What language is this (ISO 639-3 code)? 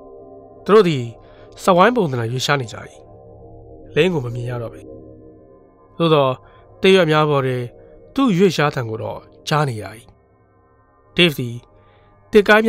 mya